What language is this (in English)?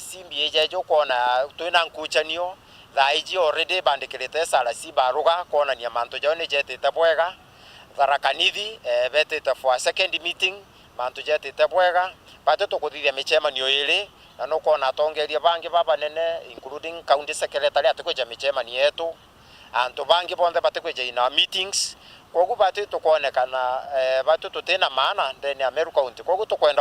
Meru